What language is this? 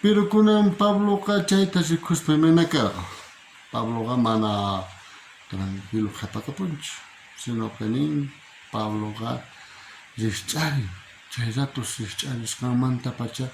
South Bolivian Quechua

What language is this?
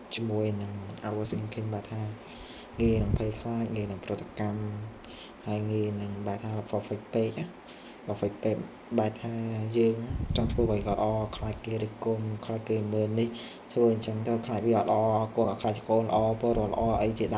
Khmer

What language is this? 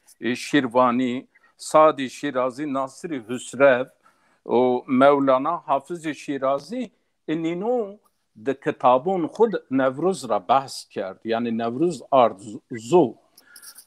Zaza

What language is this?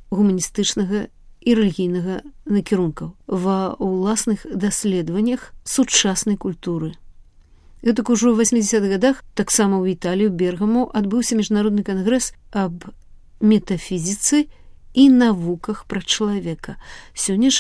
Belarusian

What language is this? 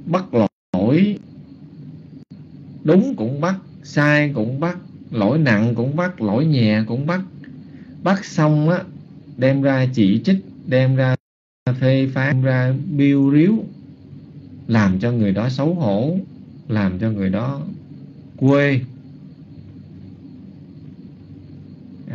Vietnamese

